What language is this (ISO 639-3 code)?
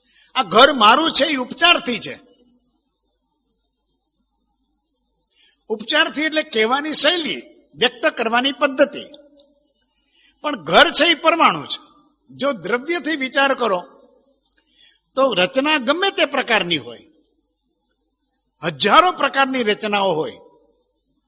guj